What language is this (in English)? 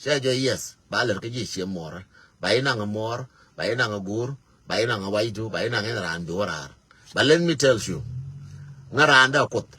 Nuer